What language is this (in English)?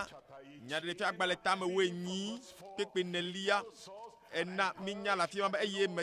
Ewe